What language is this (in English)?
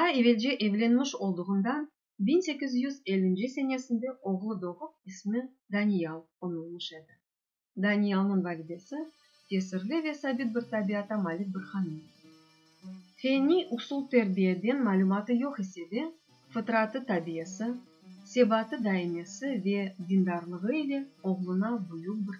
Crimean Tatar